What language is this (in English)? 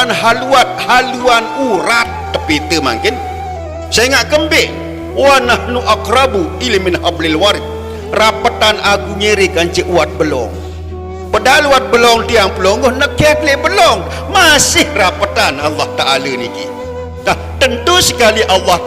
Sasak